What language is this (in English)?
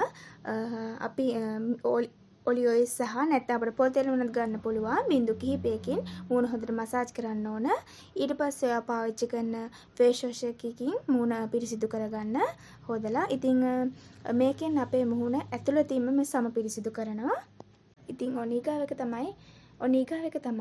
Sinhala